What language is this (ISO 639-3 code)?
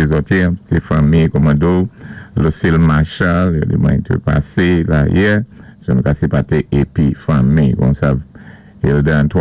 acf